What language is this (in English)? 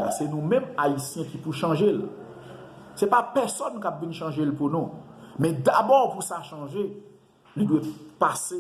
Haitian Creole